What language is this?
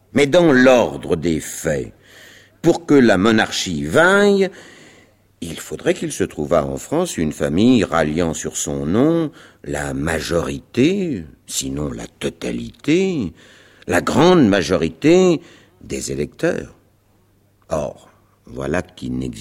French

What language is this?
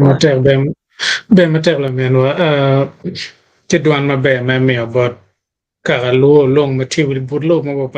Acoli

